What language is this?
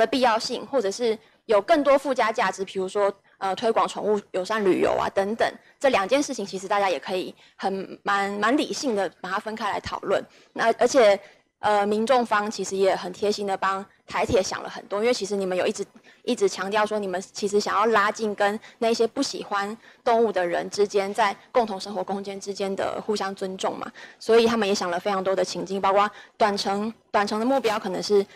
Chinese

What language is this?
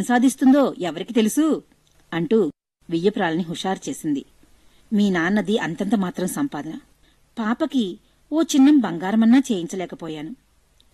Telugu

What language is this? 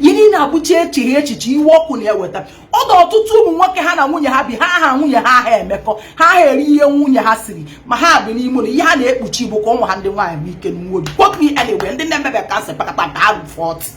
Igbo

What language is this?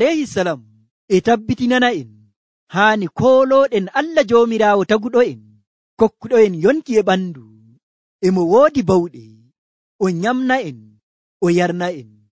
Nigerian Fulfulde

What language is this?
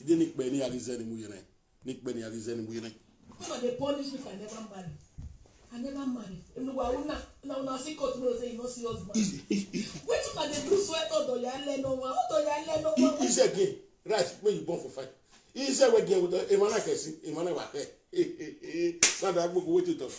Nigerian Pidgin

